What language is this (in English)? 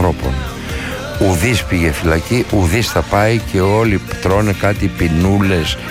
Greek